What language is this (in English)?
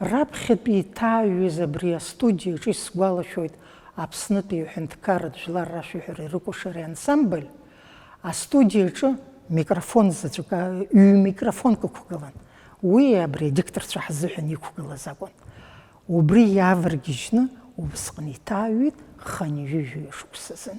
Abkhazian